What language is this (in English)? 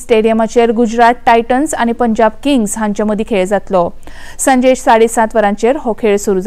Konkani